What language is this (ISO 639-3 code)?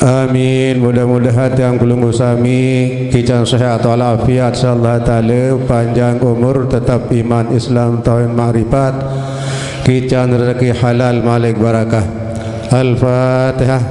sas